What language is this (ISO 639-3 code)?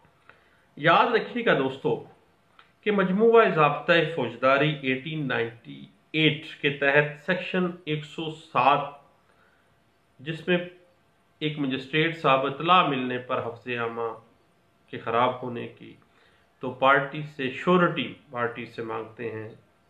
urd